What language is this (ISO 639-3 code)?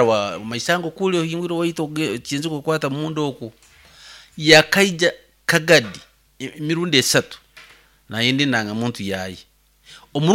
nyn